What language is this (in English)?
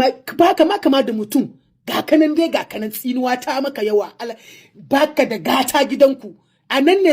Hausa